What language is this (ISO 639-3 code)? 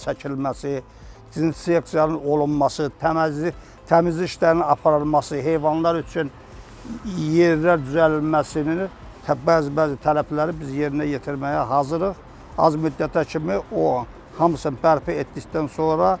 aze